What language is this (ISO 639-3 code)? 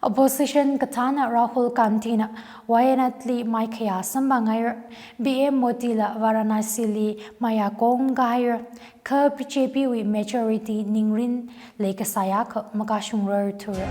nmf